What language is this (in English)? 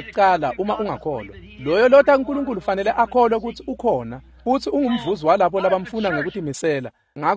Swati